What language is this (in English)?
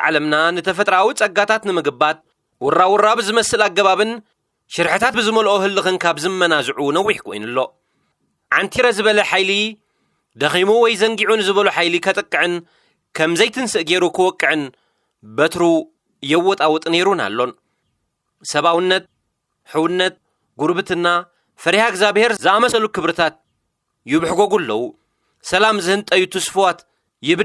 Tigrinya